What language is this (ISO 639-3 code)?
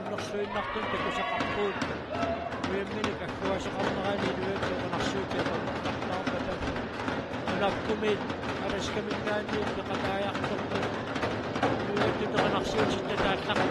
kal